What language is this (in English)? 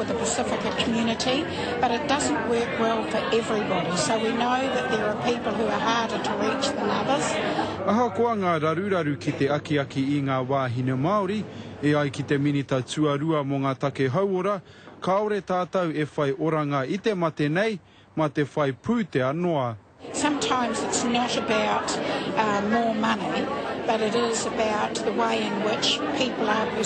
Māori